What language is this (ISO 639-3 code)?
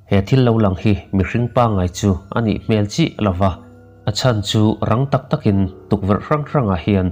lus